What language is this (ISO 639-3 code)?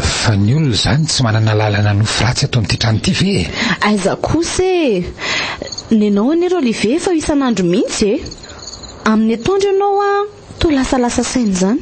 mlg